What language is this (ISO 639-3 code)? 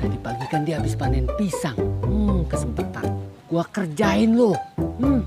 bew